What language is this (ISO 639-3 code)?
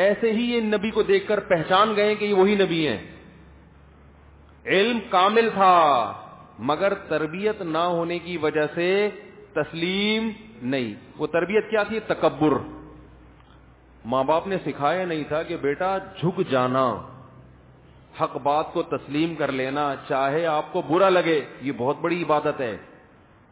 urd